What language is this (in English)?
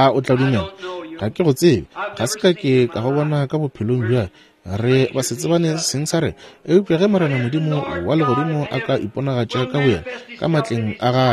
Northern Sotho